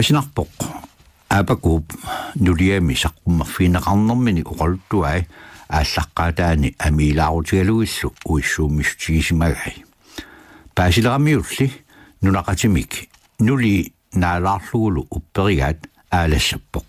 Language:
Kalaallisut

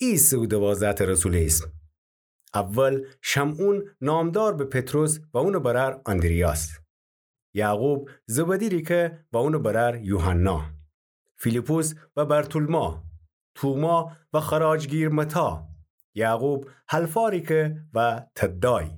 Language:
Gilaki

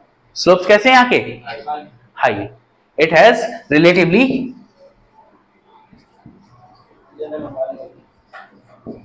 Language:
Hindi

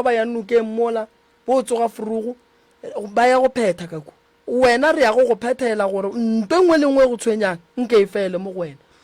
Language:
Northern Sotho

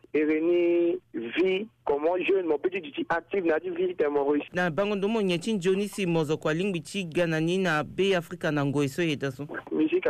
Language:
Sango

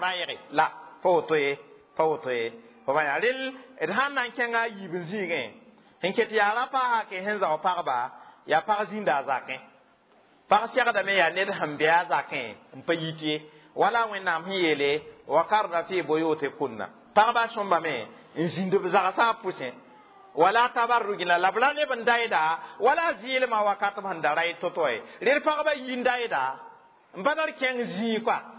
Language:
Mossi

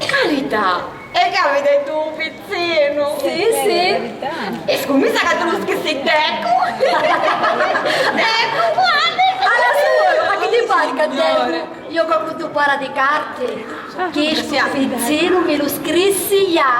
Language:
Sicilian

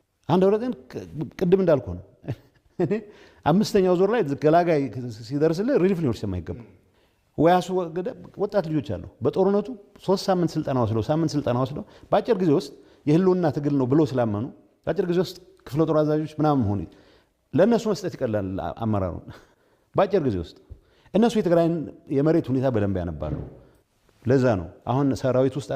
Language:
Amharic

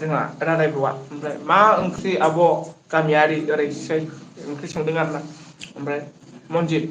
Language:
Bodo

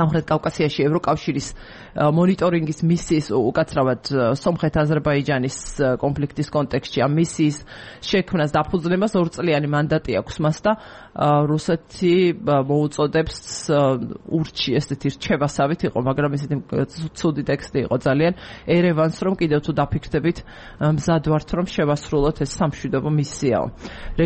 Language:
Georgian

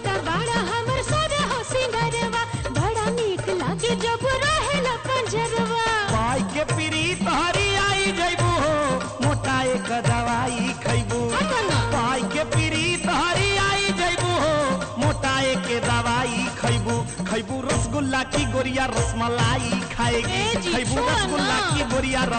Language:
Bhojpuri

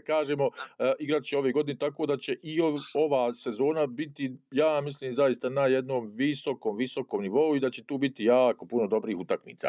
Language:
Bosnian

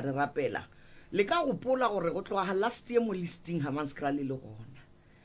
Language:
Northern Sotho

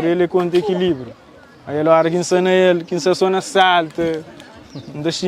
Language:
Kabuverdianu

